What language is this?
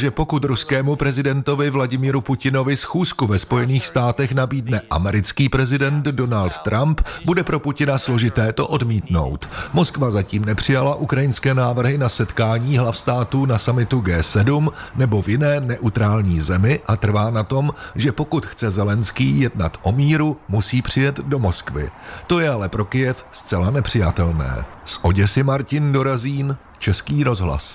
Czech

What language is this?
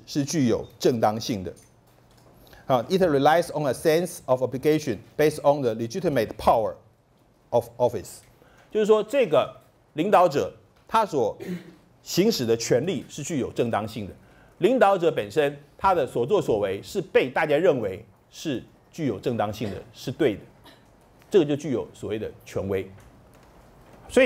Chinese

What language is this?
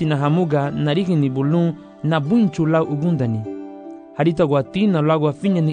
Garifuna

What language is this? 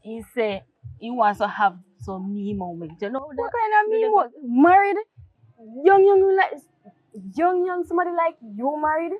Jamaican Creole English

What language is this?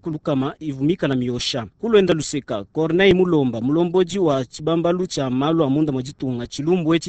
Luba-Lulua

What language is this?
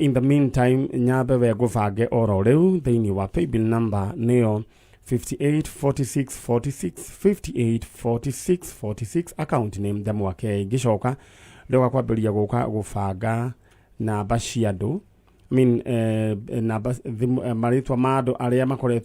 Kikuyu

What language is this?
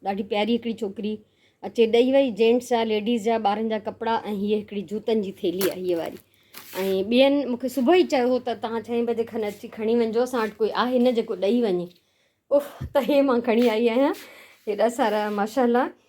Sindhi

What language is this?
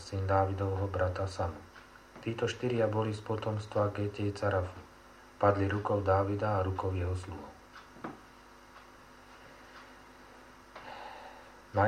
Slovak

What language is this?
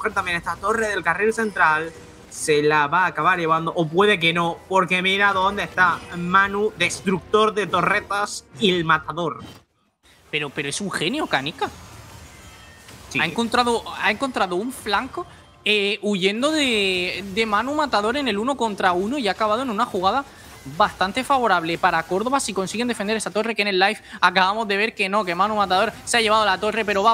Spanish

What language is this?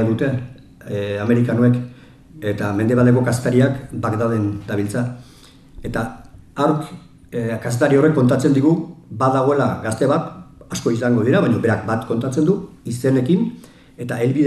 Basque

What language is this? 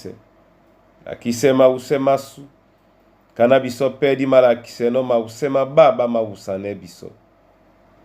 Duala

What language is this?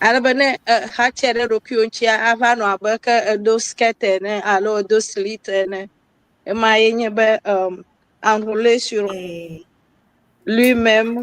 Ewe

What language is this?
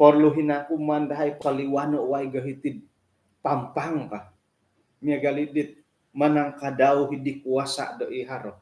Central Dusun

